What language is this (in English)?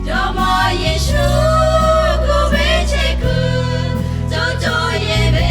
Lahu